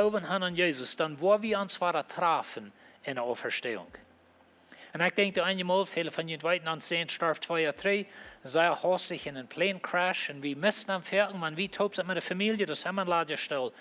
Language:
Plautdietsch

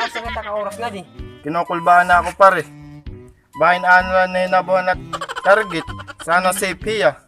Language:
Waray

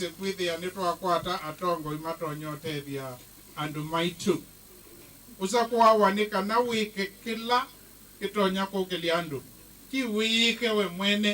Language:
Kamba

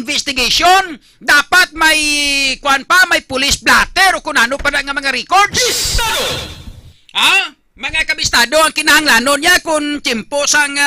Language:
Hiligaynon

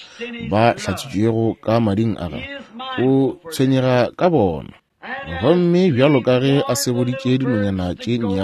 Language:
Northern Sotho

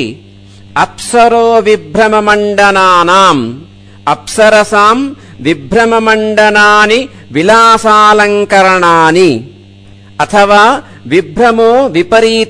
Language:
Sanskrit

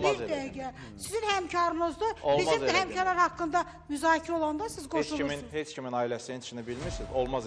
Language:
Azerbaijani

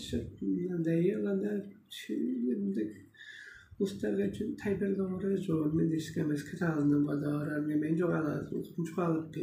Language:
Tuvinian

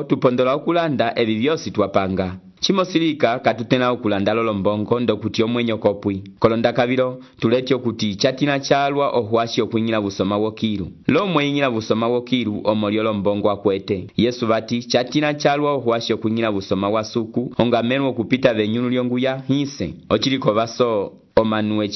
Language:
Umbundu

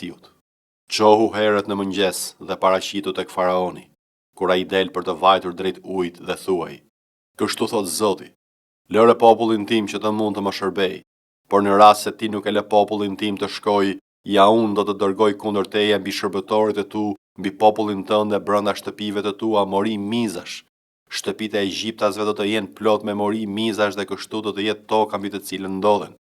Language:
Albanian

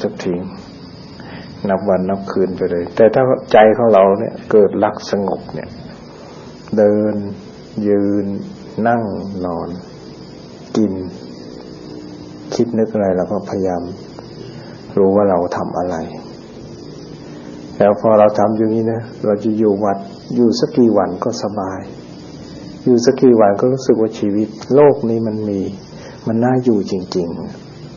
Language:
Thai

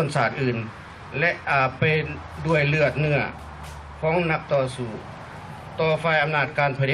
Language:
Lao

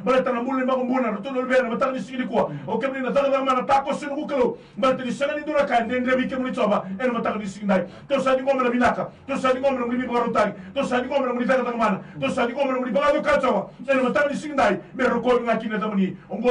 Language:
Fijian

